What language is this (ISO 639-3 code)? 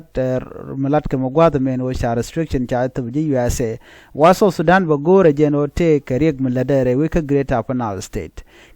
nus